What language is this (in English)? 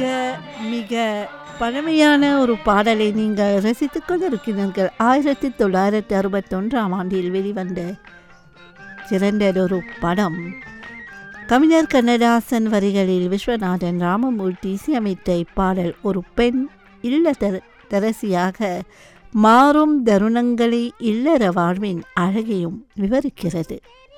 Tamil